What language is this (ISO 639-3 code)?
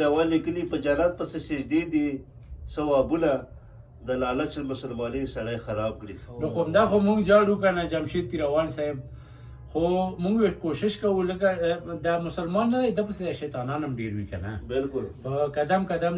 pus